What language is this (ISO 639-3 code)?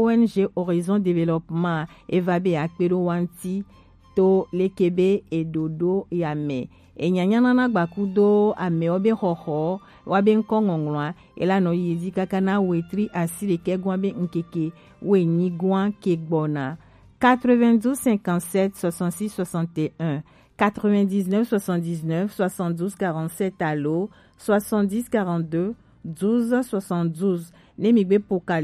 gej